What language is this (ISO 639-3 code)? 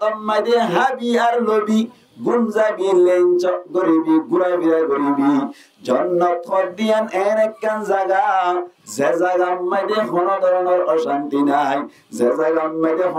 rhg